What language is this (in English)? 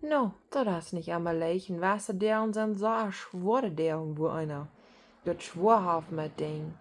Plautdietsch